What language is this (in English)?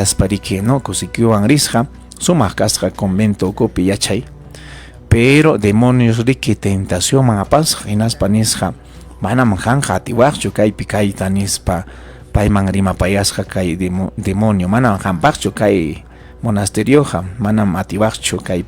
Ayacucho Quechua